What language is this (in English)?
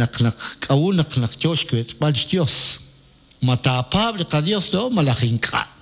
Kekchí